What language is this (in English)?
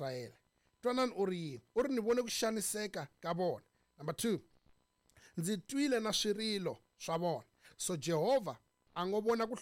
Tsonga